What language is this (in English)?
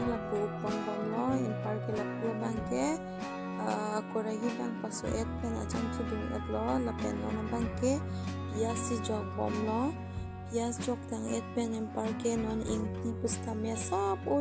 Karbi